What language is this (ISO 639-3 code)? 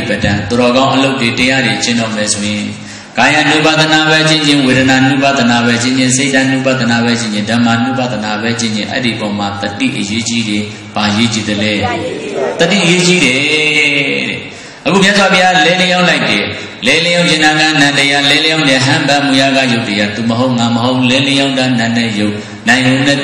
mya